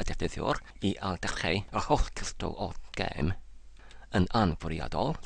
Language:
Welsh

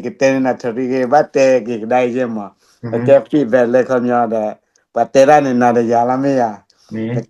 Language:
S'gaw Karen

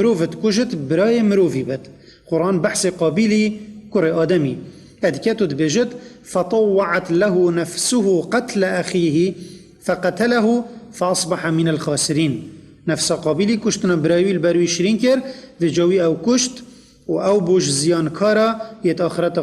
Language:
Kurdish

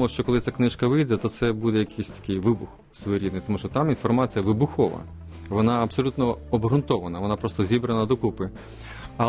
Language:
Ukrainian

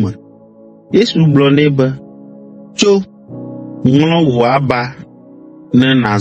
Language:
Ewe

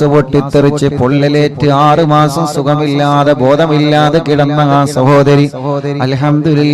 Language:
Malayalam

